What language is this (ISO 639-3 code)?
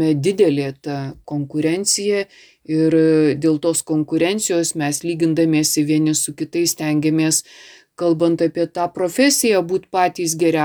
lit